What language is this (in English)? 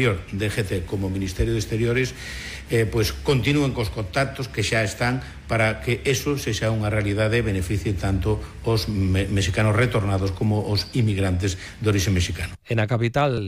Galician